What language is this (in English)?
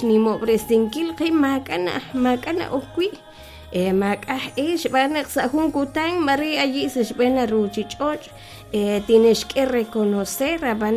Kekchí